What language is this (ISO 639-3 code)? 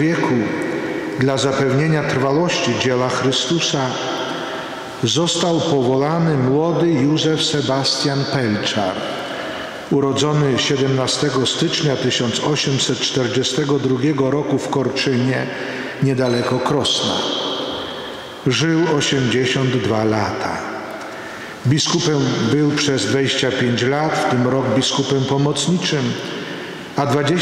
pol